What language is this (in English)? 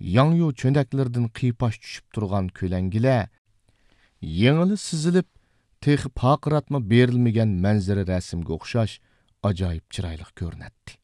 Uyghur